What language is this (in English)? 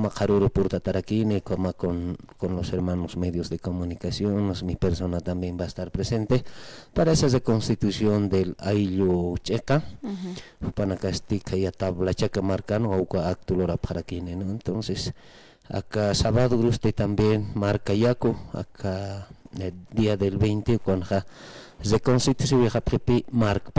Aymara